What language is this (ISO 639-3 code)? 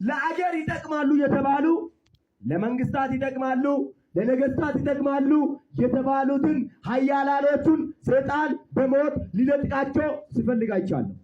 amh